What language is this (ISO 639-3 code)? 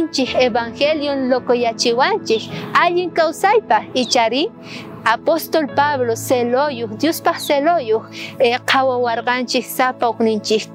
quh